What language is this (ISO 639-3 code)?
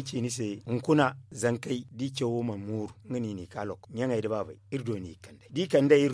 dje